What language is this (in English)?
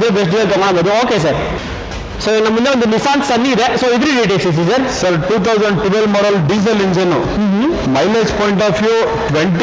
Kannada